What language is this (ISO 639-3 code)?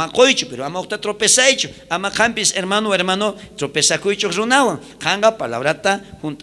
quh